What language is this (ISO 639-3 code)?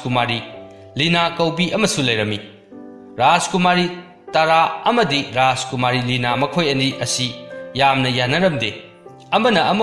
mni